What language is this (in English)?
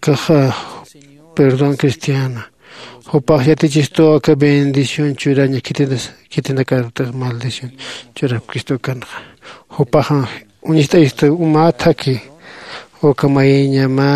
Aymara